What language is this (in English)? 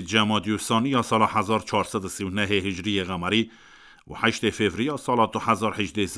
Kurdish